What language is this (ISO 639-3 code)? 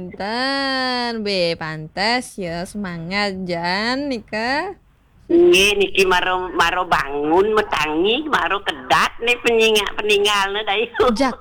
ban